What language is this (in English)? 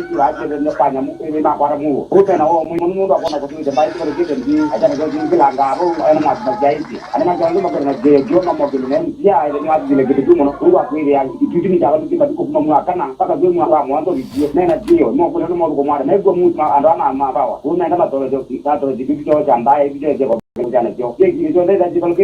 Kamba